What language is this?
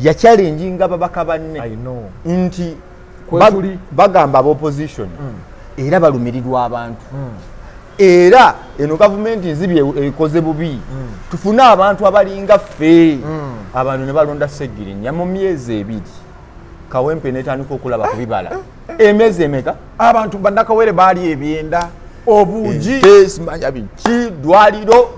Ganda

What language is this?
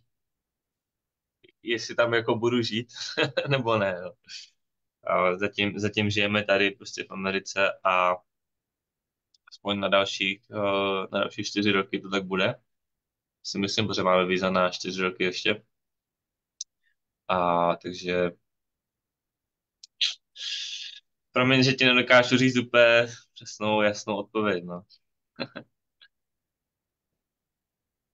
Czech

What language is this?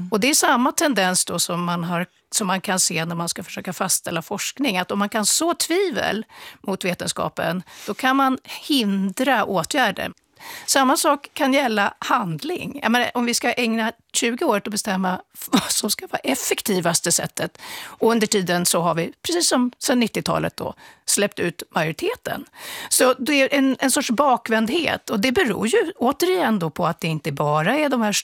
Swedish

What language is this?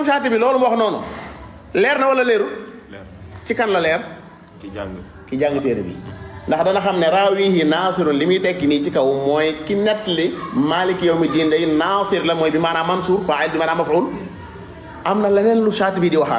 Wolof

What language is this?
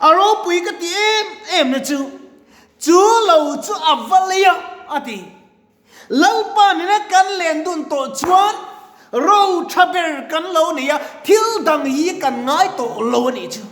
Mizo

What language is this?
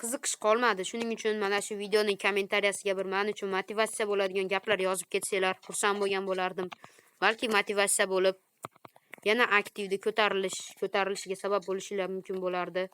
Uzbek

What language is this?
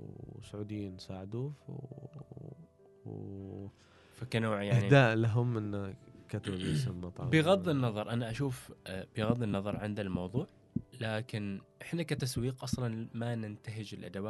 Gulf Arabic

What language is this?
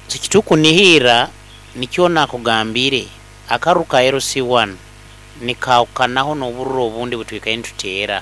Nyankole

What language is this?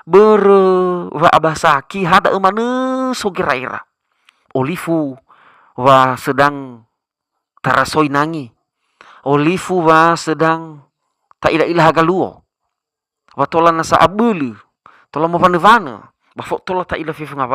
Nias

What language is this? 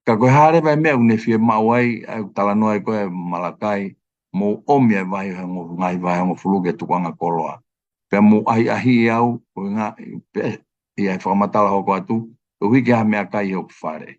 Tongan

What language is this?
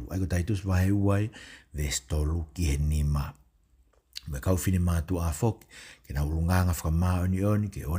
Tongan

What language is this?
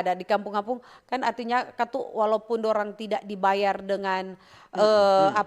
Manado Malay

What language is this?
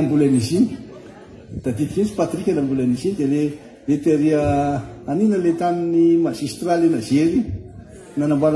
Malagasy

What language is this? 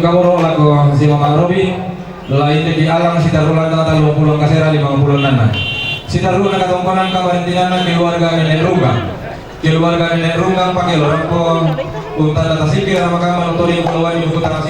Toraja-Sa'dan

